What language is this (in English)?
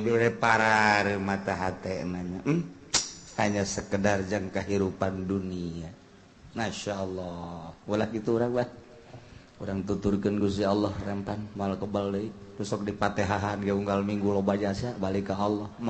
Sundanese